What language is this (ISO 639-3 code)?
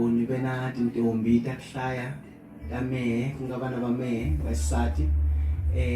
tso